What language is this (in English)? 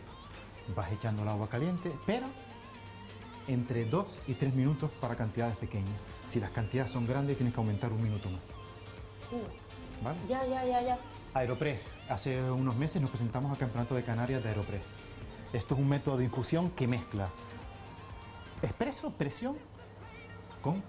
Spanish